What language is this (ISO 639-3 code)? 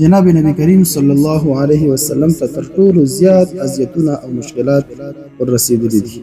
pus